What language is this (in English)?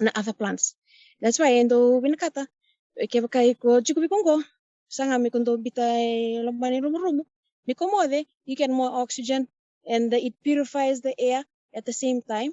Fijian